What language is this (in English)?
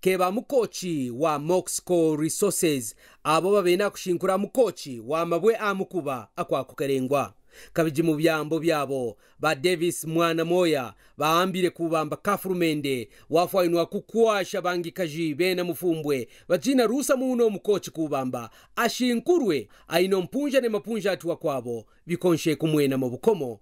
Kaonde